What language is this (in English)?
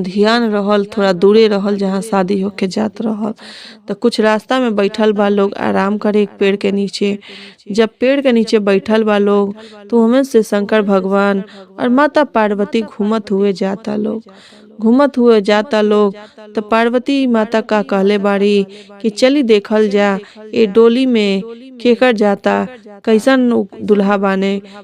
Bhojpuri